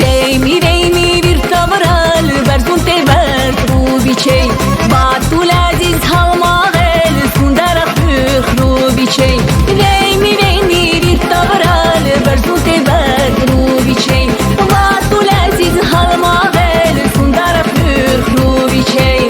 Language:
Lak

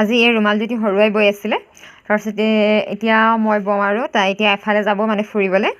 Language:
Assamese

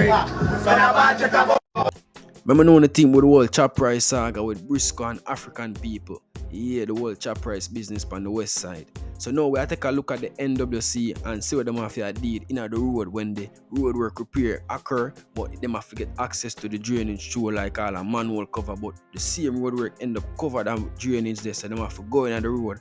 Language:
Jamaican Creole English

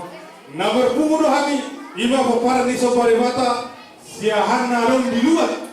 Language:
Batak Toba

